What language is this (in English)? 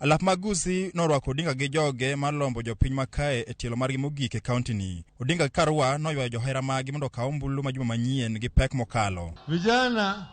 Luo (Kenya and Tanzania)